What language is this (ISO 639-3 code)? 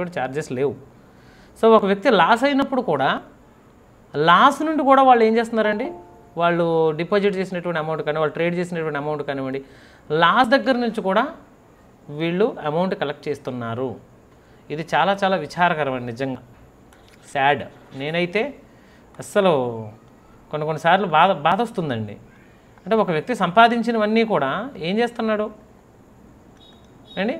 tel